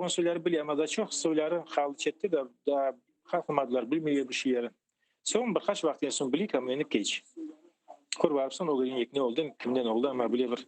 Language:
Crimean Tatar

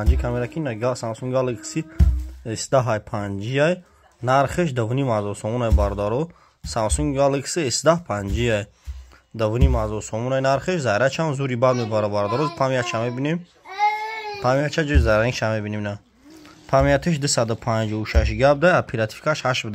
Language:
Tajik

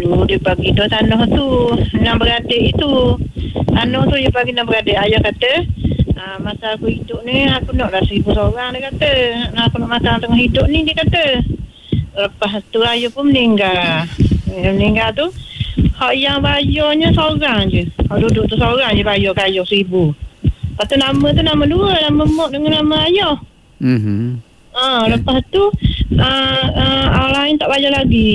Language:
Malay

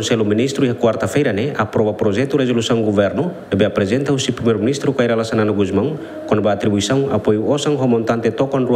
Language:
Tetum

